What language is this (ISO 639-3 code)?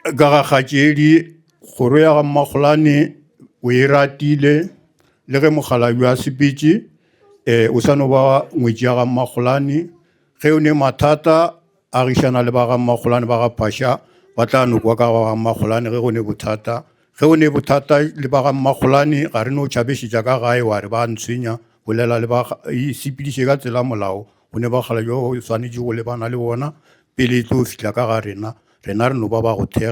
nso